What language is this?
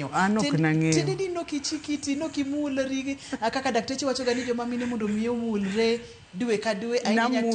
Luo (Kenya and Tanzania)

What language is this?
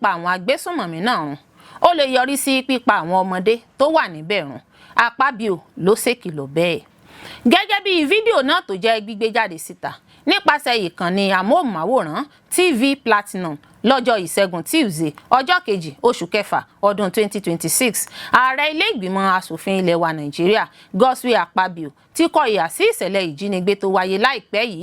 Yoruba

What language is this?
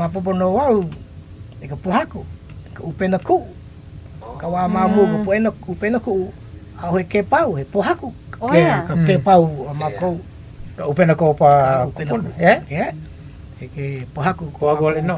Hawaiian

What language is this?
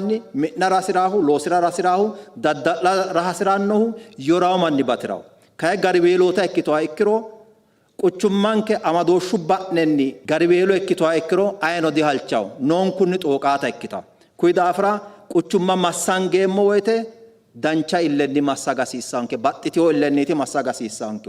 Sidamo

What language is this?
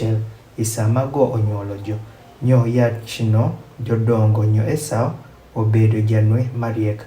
Adhola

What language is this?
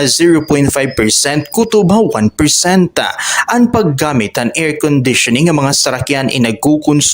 Waray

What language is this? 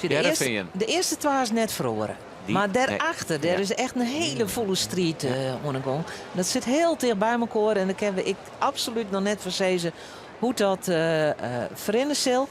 Western Frisian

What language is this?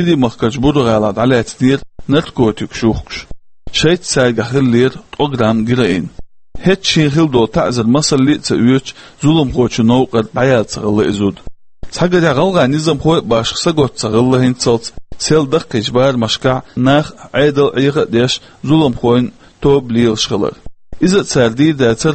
Chechen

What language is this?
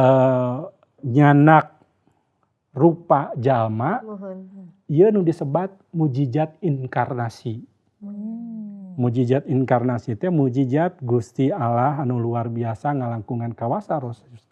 Sundanese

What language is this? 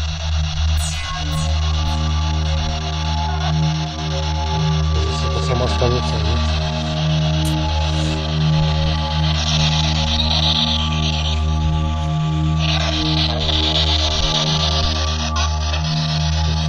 Czech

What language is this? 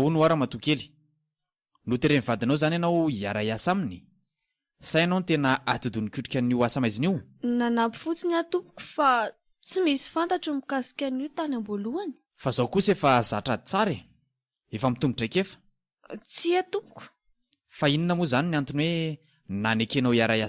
Malagasy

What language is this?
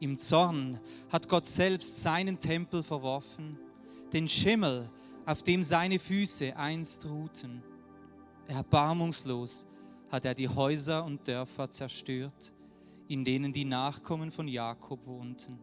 Swiss German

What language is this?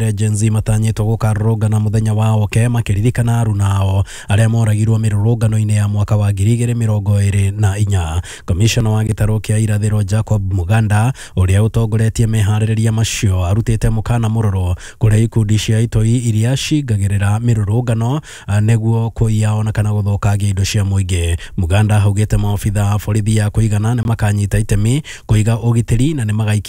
Kikuyu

